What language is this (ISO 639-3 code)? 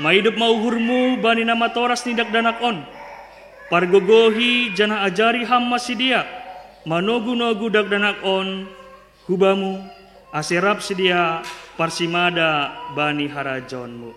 bts